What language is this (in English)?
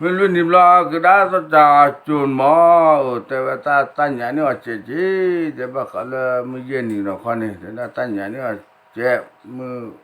S'gaw Karen